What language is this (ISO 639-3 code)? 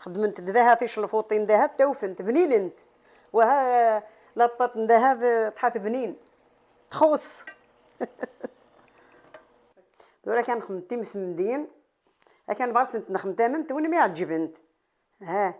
kab